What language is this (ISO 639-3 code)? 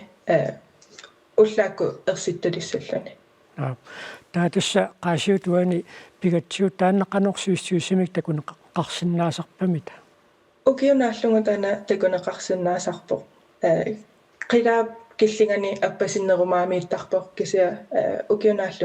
kal